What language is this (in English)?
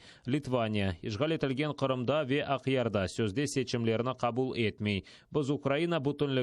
Crimean Tatar